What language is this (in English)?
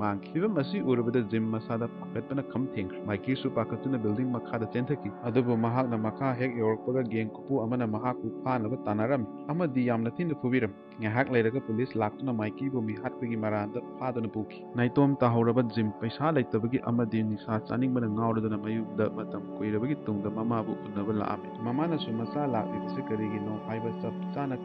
Manipuri